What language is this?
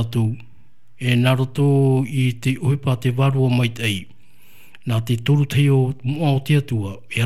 Tahitian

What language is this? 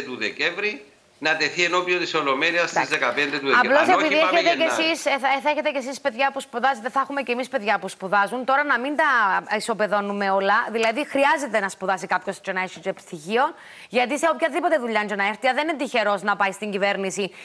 Greek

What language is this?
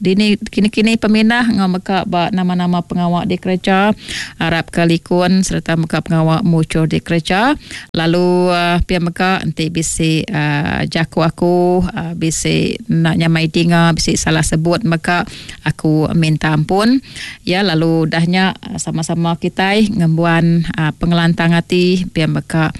Iban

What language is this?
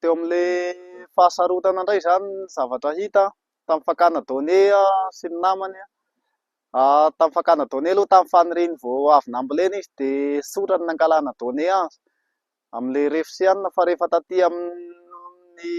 Malagasy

